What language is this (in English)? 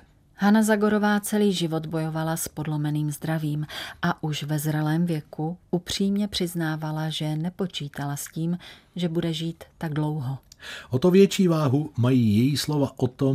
Czech